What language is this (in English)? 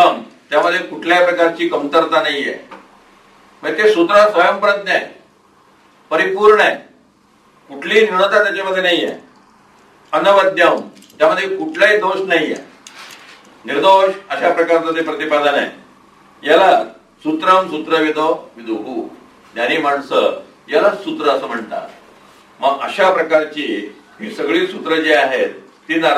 Marathi